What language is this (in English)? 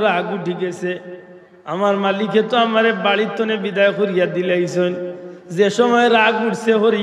Sylheti